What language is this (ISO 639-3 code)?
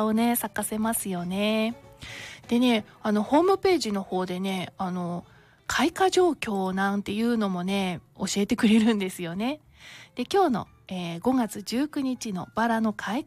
jpn